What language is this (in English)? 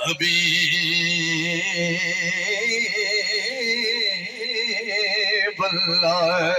Saraiki